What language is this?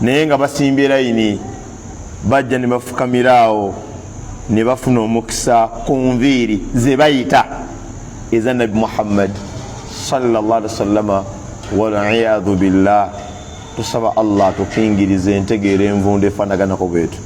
Ganda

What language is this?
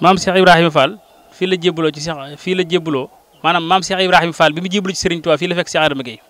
Wolof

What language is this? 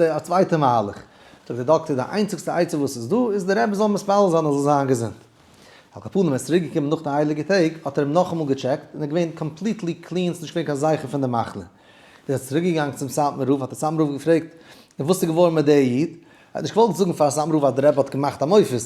Yiddish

